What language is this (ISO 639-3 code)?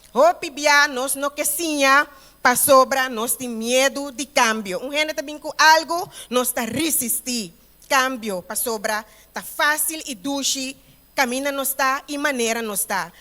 pap